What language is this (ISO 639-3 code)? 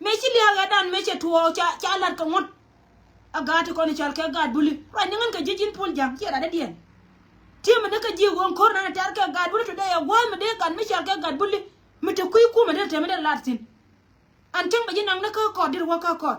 nus